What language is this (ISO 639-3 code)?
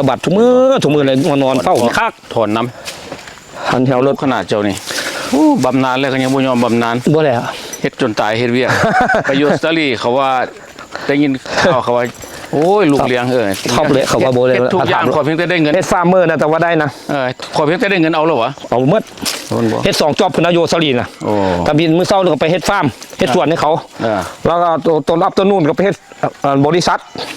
lao